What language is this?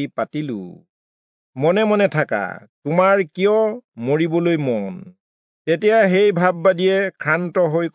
Assamese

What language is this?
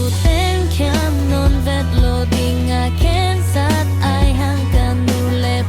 Tedim Chin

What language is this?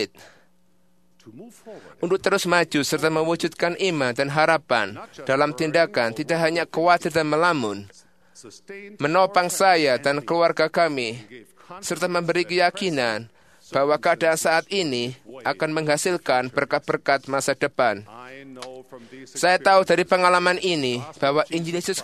Indonesian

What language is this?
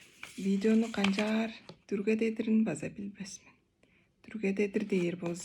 Tuvinian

